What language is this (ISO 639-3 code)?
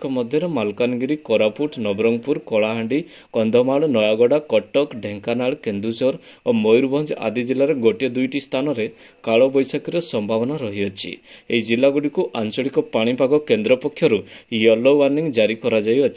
ori